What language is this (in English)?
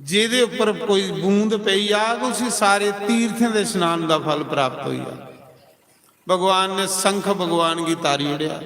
Dogri